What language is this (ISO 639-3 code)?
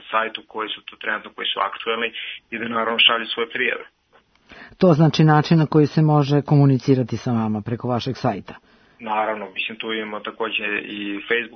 srp